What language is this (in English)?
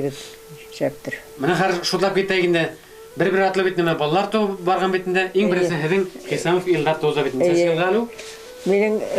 Bashkir